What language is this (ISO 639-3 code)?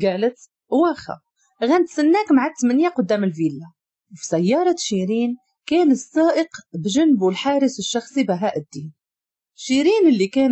ary